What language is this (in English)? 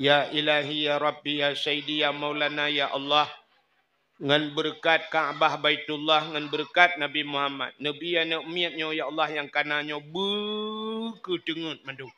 Achinese